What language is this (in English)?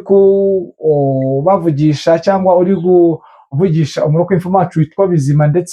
Kinyarwanda